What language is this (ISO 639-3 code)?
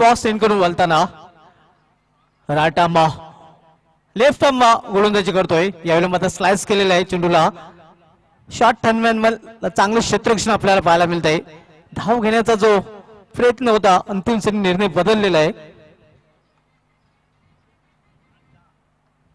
mar